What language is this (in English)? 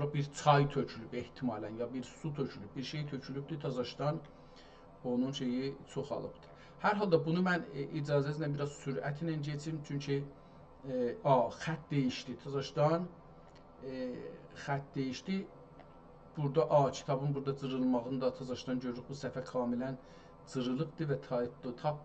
South Azerbaijani